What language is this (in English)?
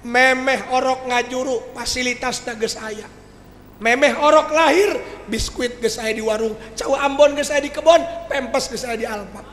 Sundanese